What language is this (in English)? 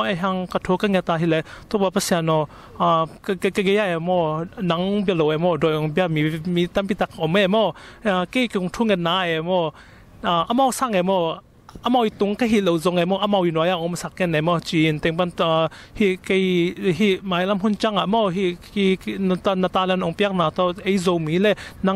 Tedim Chin